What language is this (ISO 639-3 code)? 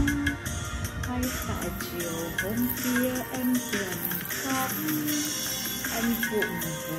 vie